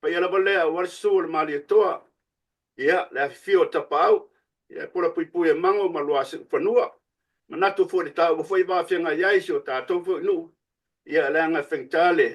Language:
Samoan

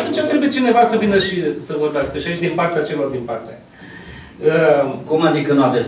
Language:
Romanian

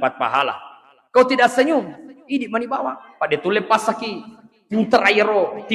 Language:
Buginese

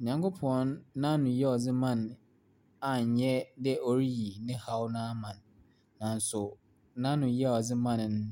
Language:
Akan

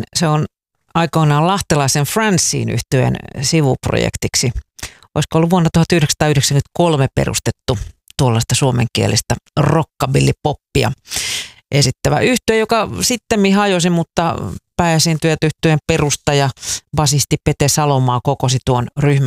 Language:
Finnish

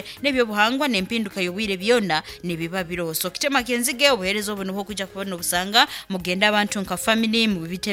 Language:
Nyankole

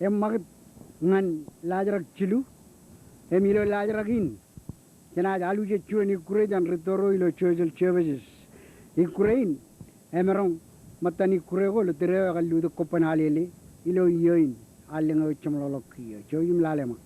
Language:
Marshallese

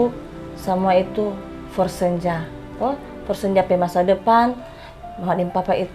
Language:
Manado Malay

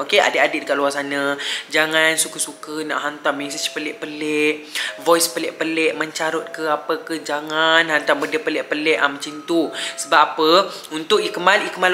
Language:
Malay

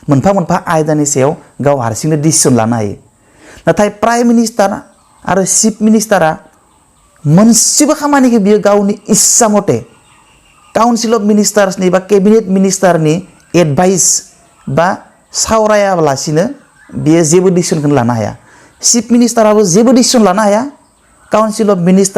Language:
Bodo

